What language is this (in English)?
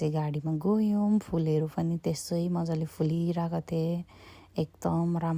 Nepali